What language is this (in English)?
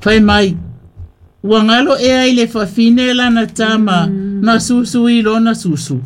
Samoan